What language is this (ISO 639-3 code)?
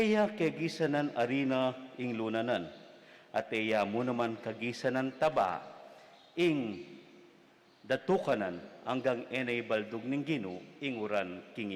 pam